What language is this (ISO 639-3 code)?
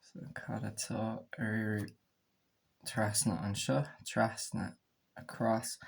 gle